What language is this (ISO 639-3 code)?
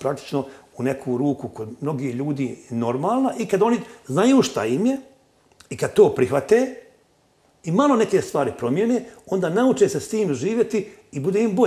hrv